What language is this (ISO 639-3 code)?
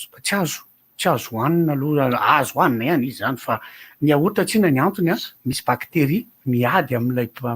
mlg